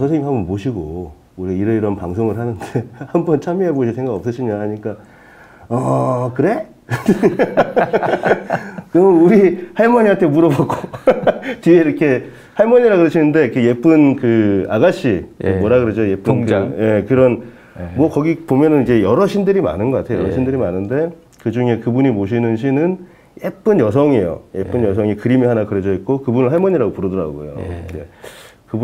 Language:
Korean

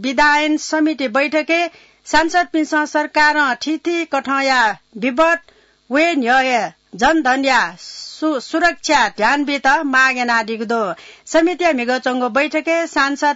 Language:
Newari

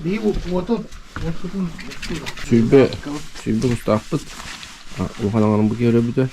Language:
Yakut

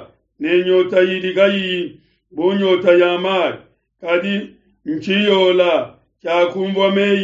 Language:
Luba-Lulua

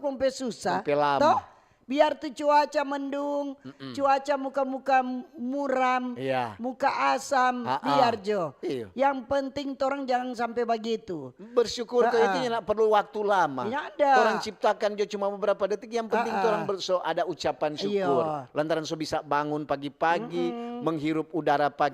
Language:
Manado Malay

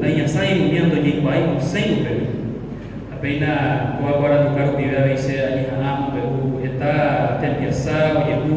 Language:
Guarani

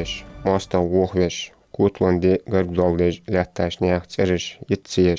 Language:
Ingush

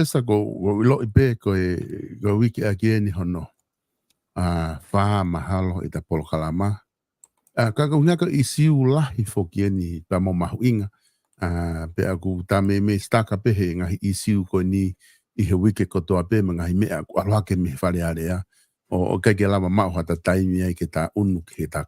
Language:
Tongan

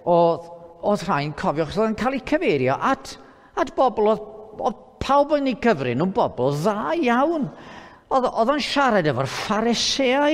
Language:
Welsh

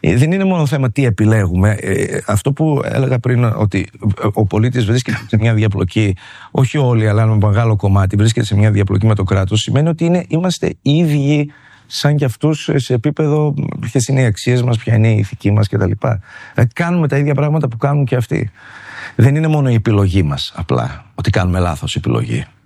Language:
Greek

